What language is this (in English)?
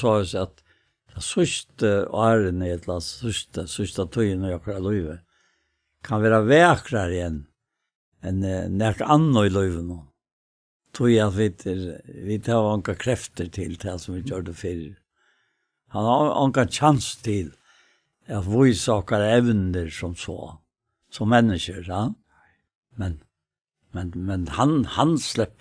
Faroese